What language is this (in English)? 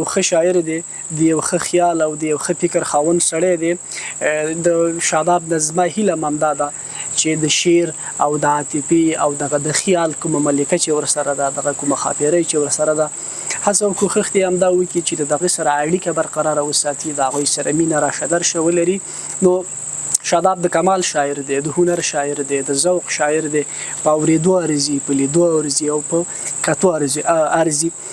Pashto